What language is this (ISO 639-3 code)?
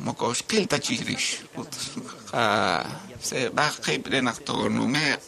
kek